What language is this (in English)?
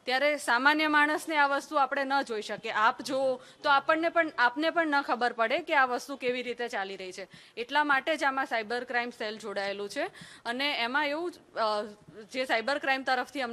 Gujarati